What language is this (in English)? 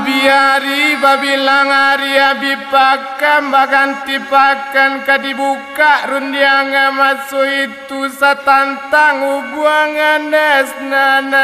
Minangkabau